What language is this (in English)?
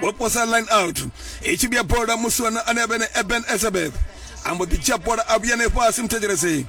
Venda